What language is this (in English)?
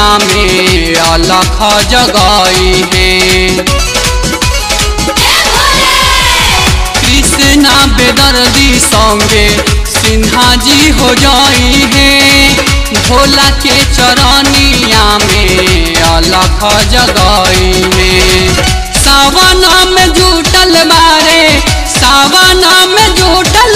Bhojpuri